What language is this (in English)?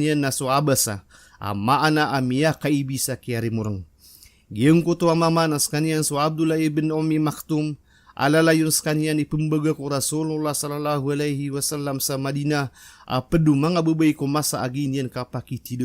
Maranao